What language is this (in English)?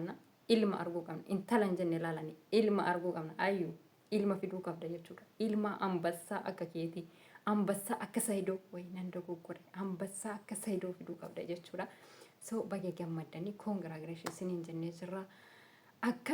Oromo